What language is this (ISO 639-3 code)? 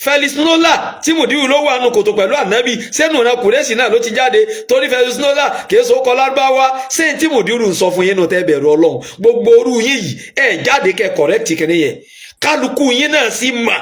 yor